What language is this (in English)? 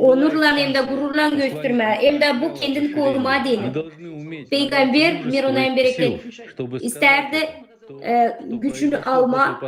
Gagauz